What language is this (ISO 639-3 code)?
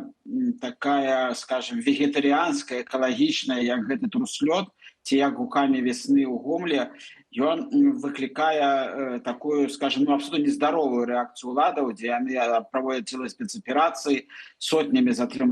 bel